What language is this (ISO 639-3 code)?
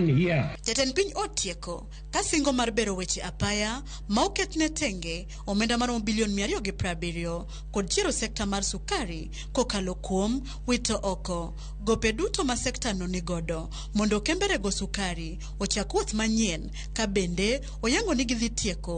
luo